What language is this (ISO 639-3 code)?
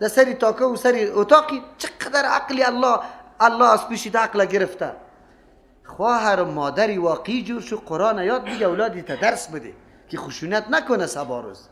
fas